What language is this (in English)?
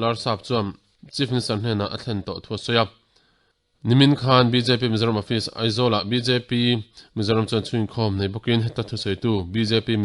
Mizo